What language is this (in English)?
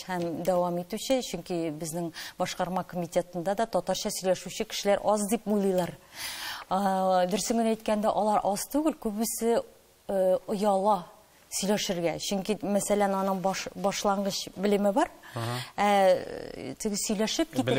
Tatar